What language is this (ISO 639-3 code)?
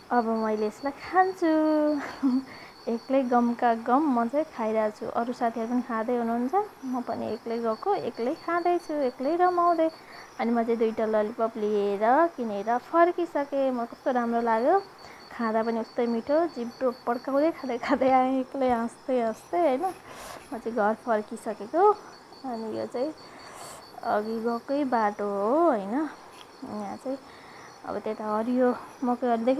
nep